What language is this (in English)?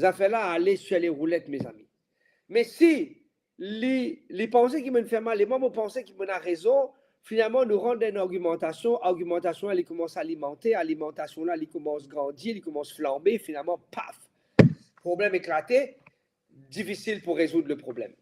Morisyen